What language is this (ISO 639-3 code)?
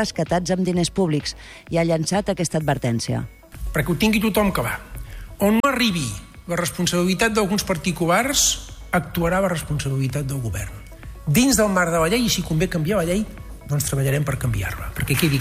cat